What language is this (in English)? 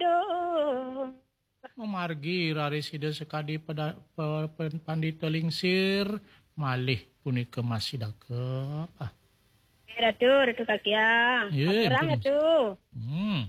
Balinese